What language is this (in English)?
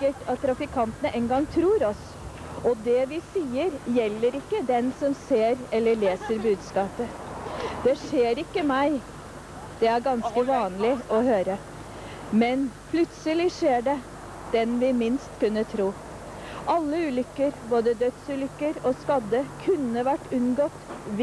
Norwegian